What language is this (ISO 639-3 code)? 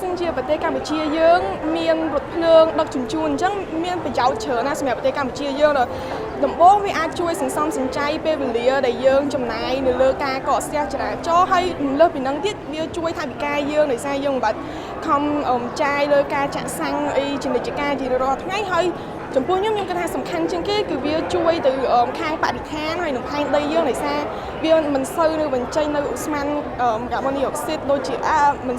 khm